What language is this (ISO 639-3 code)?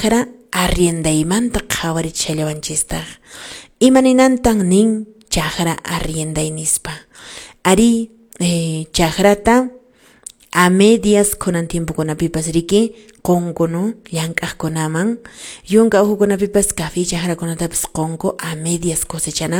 que